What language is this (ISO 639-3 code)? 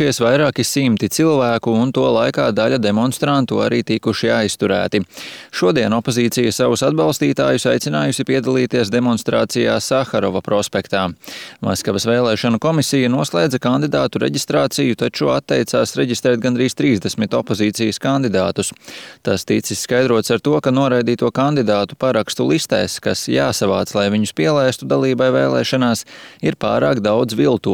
lav